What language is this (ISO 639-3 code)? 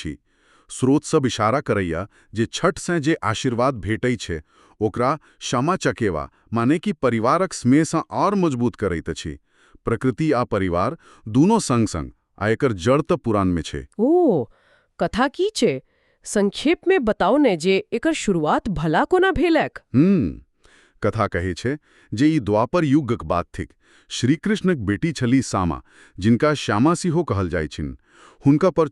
mai